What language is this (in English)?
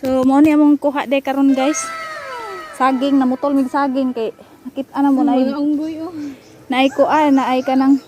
Cebuano